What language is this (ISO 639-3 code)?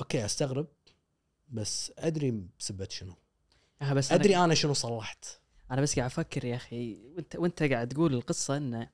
afb